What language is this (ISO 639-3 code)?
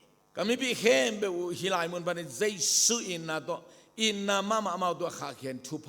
ctd